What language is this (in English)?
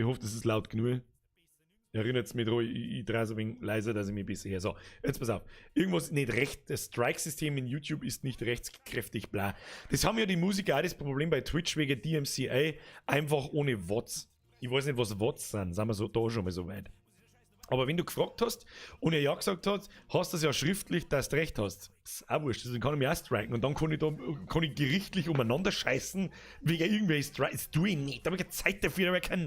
Bavarian